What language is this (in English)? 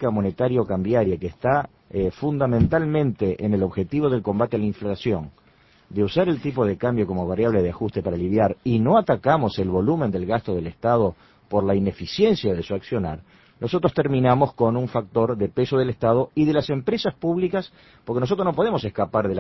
Spanish